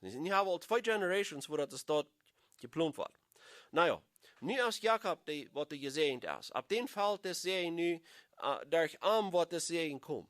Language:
Plautdietsch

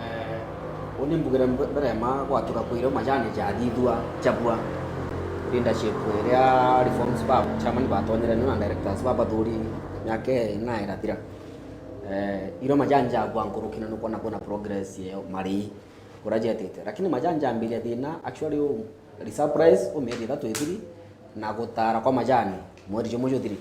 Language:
Meru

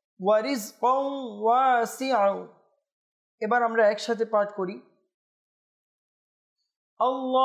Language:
Bangla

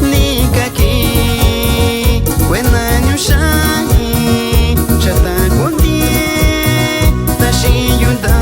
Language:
Metlatónoc Mixtec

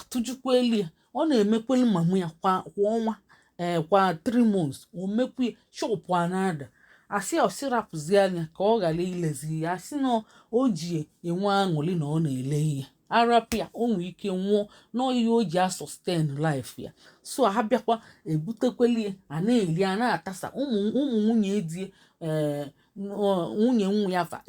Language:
Igbo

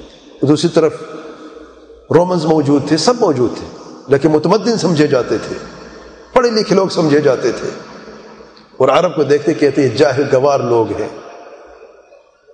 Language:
Urdu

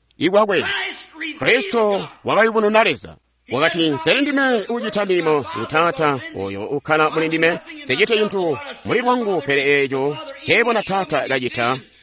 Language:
Tonga (Zambia)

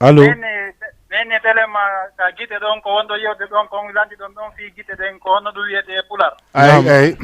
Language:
Fula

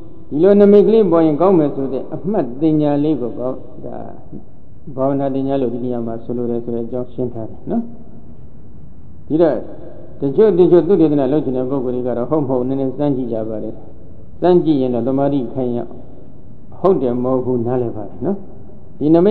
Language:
Burmese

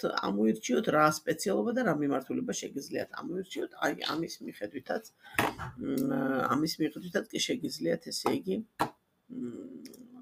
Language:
Georgian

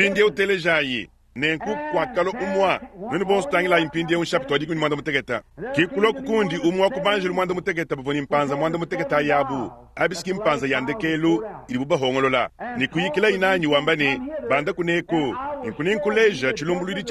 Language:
Luba-Lulua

